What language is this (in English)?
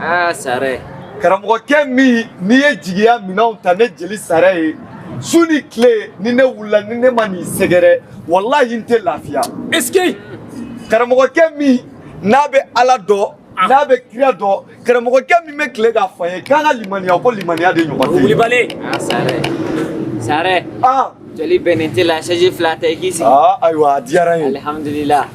Bambara